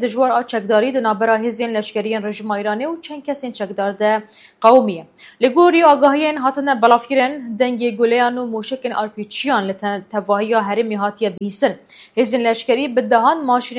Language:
Kurdish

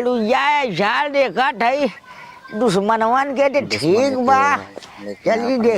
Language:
Awadhi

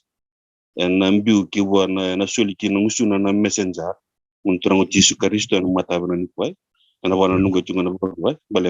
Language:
Fijian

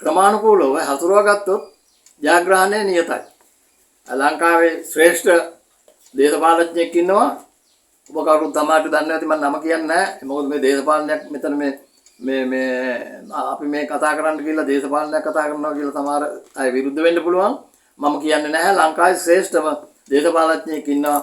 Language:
Sinhala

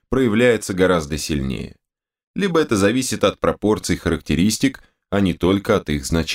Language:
Russian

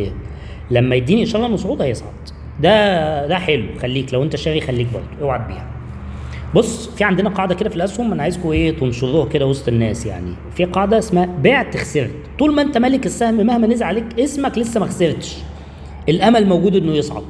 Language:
Egyptian Arabic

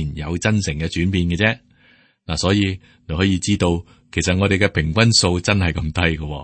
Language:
Cantonese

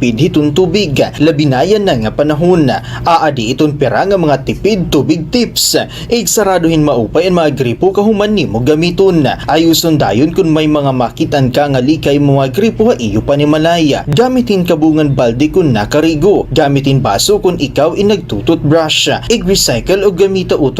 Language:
Waray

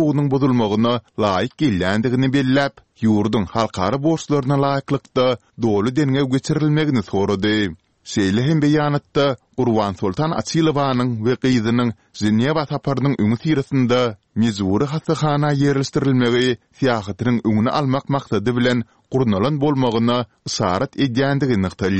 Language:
Kyrgyz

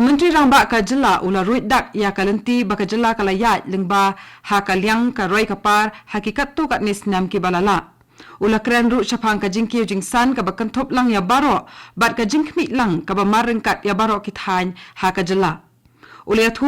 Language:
Khasi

